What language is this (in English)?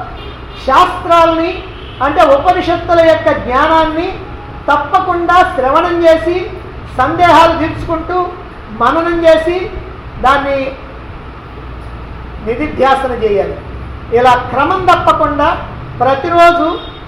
Telugu